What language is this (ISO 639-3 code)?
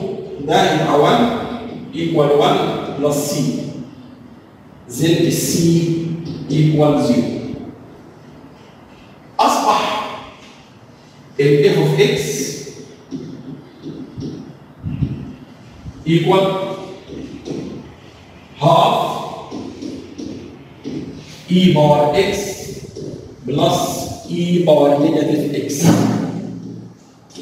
arz